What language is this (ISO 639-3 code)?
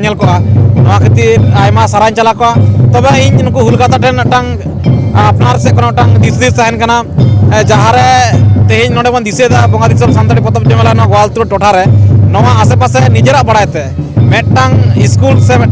sat